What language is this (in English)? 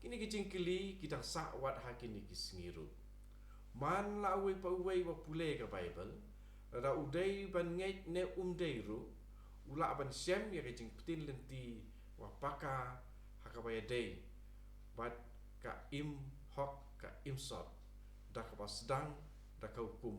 Khasi